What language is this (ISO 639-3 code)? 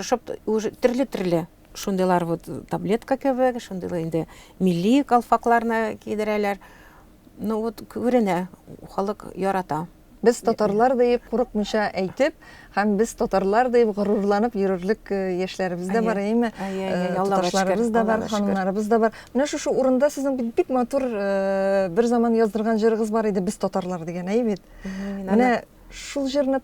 tat